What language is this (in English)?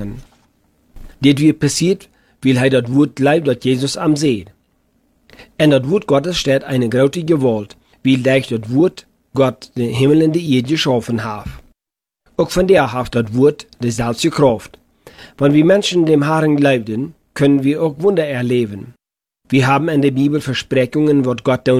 German